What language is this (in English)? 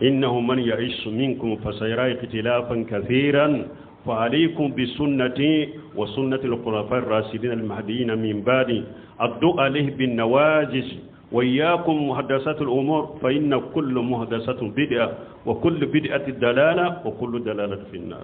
Bambara